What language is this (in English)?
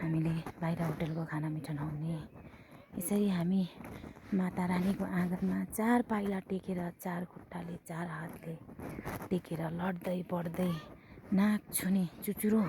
Nepali